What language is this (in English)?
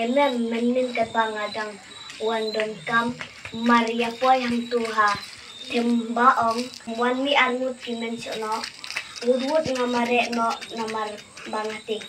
Khasi